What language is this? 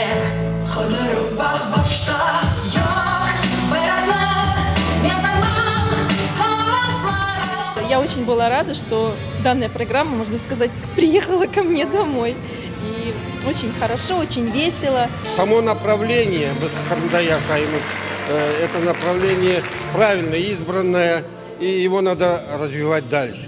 Crimean Tatar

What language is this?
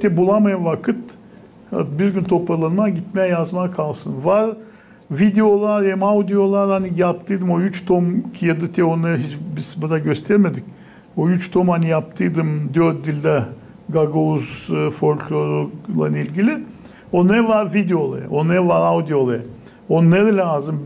Gagauz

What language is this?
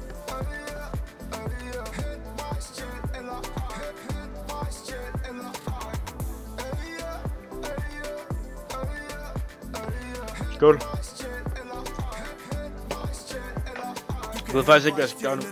Danish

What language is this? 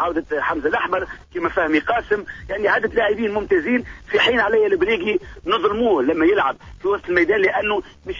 Tunisian Arabic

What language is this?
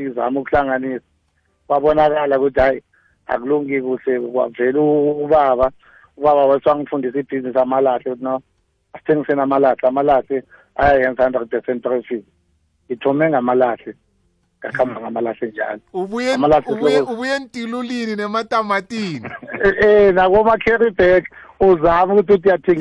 South Ndebele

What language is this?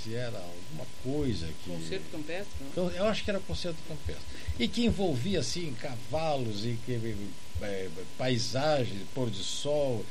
Portuguese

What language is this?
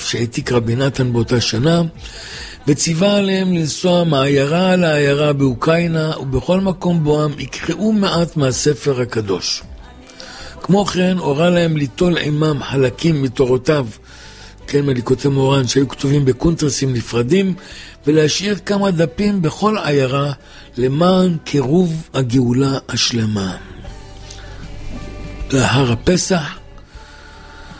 Hebrew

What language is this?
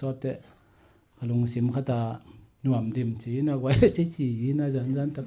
Tedim Chin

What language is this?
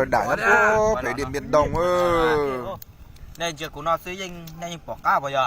Hmong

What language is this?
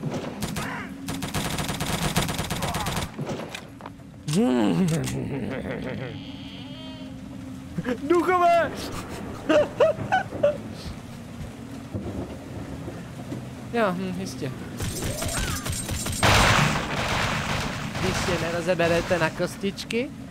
Czech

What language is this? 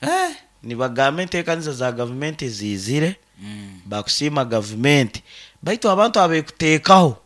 Nyoro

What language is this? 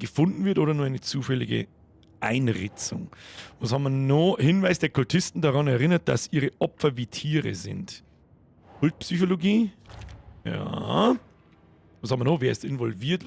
Bavarian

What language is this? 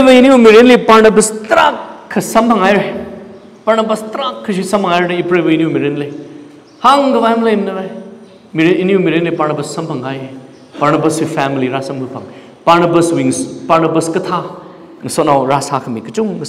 Tangkhul Naga (India)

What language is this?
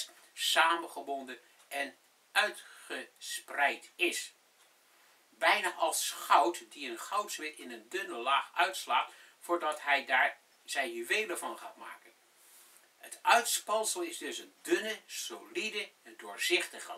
Dutch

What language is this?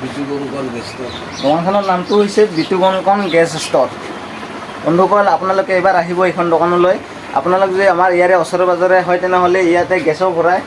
Assamese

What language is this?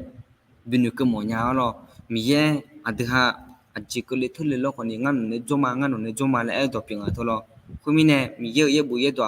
Akha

